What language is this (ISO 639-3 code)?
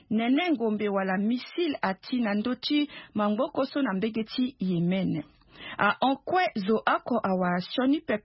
sag